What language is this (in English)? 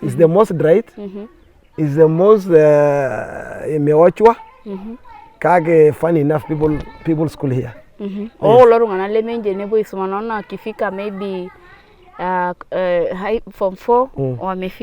Masai